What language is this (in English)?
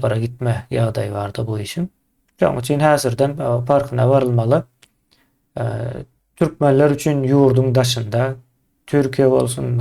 Turkmen